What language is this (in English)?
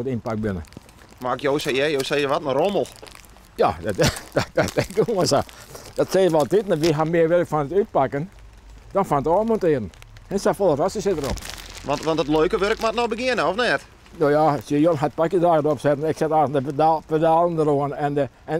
Western Frisian